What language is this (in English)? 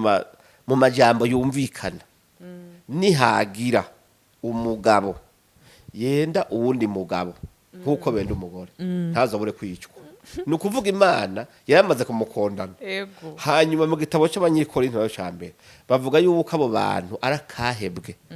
Rundi